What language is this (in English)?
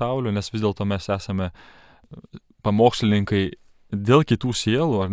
Lithuanian